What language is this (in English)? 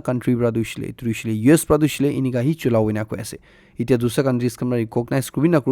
Naga Pidgin